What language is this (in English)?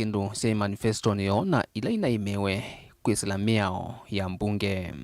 Kamba